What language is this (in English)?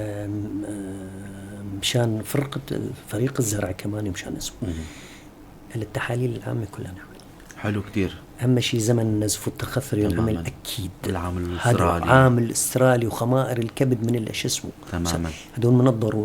North Levantine Arabic